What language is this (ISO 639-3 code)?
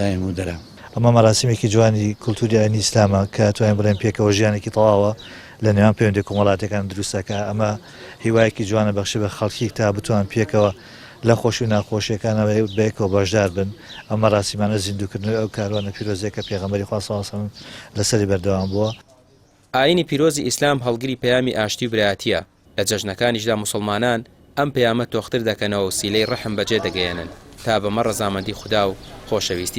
ckb